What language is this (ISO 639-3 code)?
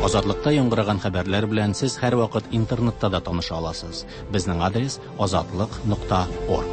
tat